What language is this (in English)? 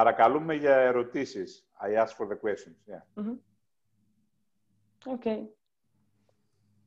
Greek